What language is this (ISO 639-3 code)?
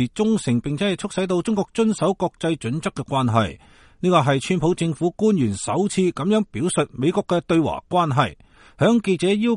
yue